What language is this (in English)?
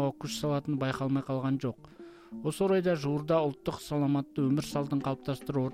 Kazakh